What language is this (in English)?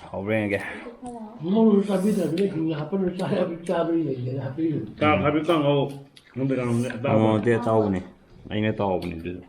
Manipuri